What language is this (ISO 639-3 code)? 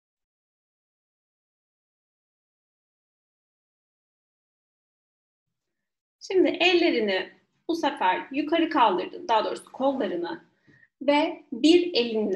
tur